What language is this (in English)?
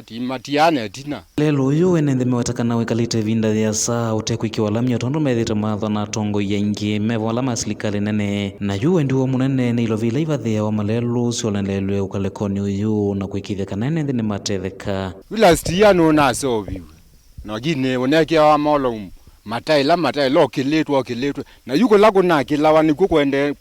Kamba